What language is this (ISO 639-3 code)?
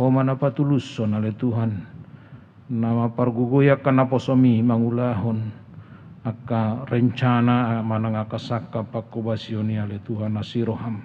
bbc